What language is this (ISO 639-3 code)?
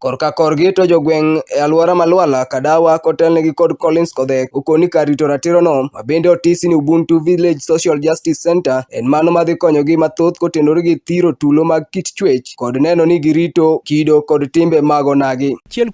luo